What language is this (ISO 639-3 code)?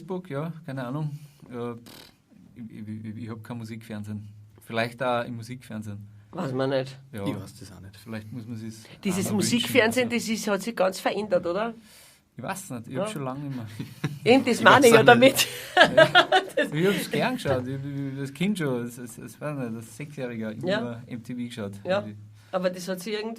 bar